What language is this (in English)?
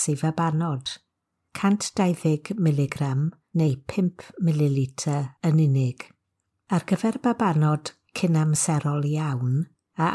Welsh